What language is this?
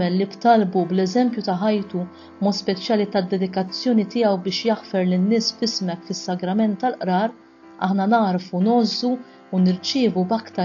Maltese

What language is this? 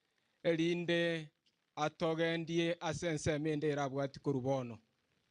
Gusii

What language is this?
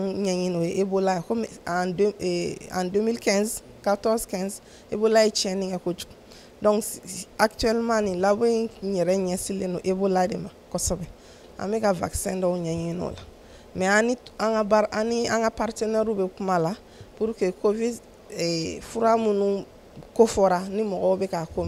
Bambara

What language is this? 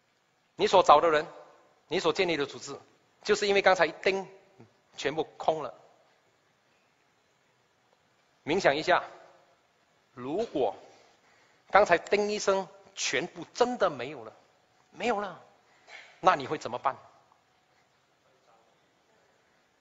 Chinese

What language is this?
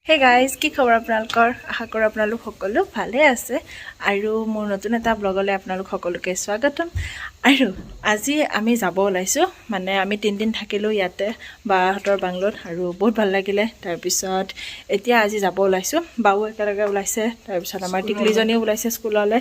Assamese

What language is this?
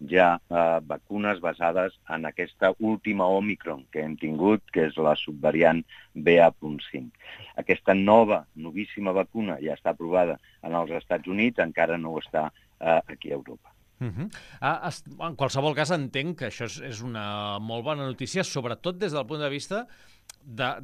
Catalan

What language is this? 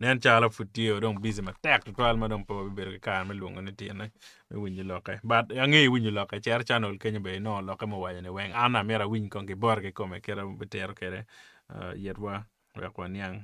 Acoli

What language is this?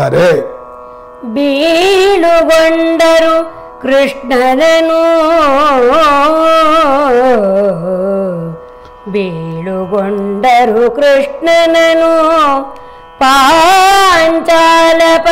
Kannada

